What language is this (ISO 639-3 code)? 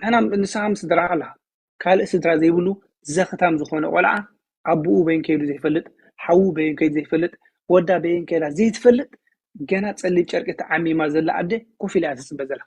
tir